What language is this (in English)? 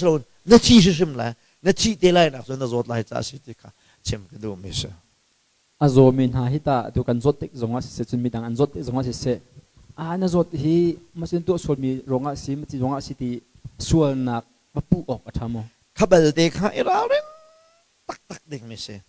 Hakha Chin